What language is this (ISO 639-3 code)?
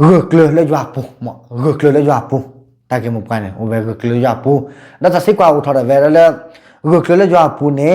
ksw